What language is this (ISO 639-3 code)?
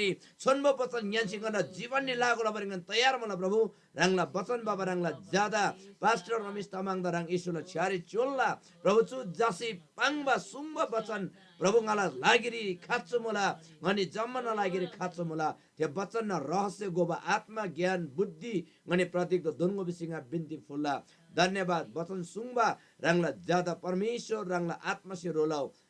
taj